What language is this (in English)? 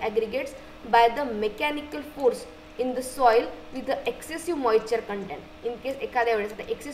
Marathi